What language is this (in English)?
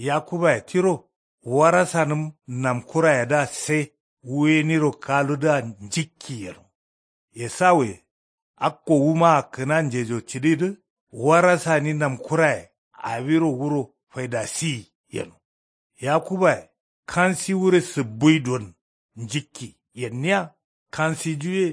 Kanuri